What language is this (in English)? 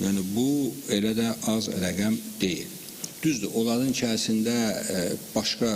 Azerbaijani